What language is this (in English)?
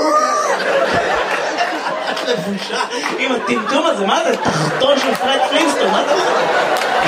Hebrew